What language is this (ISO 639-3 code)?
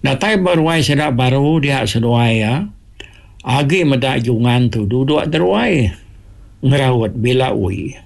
iba